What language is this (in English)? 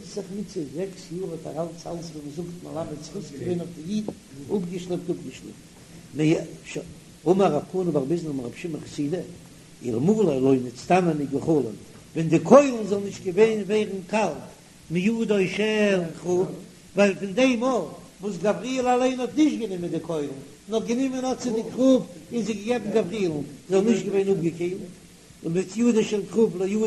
Yiddish